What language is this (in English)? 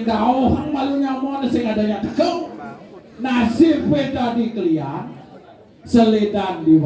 Balinese